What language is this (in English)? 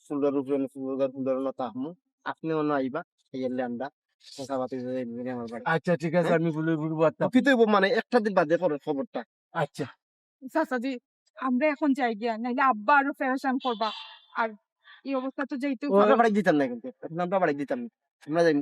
Sylheti